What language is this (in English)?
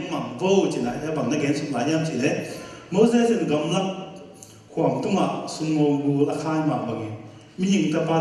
Tedim Chin